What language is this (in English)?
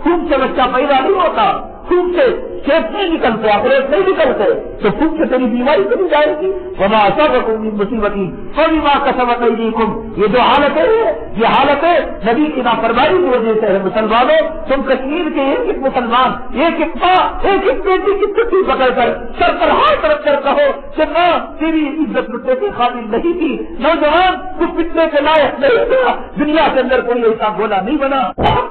Urdu